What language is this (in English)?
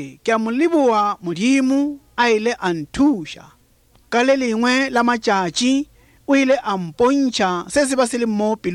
Northern Sotho